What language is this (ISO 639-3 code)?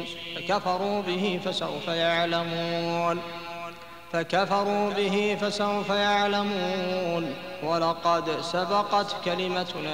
ara